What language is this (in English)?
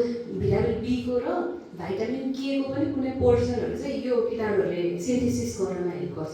Nepali